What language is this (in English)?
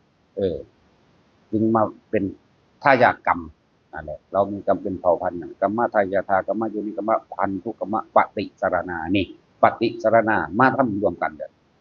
Northeastern Thai